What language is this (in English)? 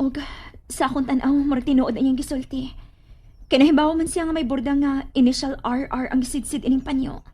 Cebuano